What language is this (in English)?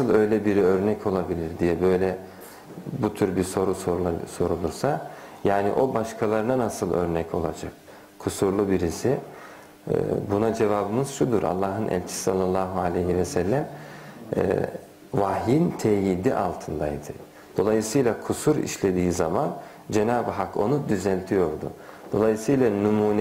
Turkish